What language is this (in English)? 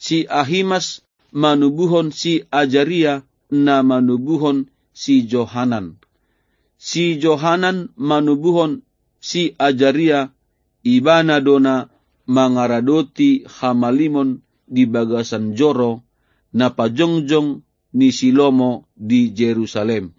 Batak Toba